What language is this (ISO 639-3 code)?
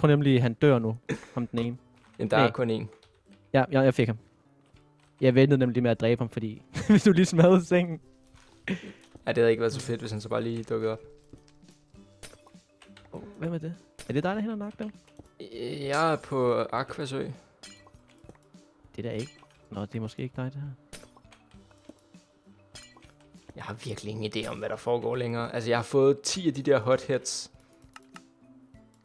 dan